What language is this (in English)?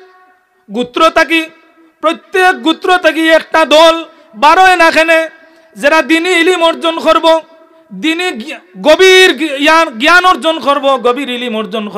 Sylheti